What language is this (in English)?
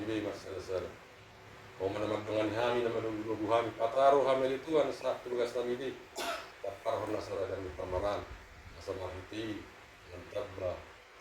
Batak Toba